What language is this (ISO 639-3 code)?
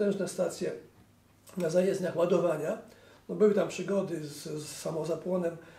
pol